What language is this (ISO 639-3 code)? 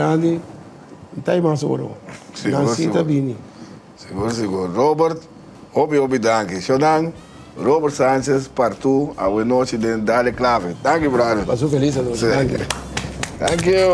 pap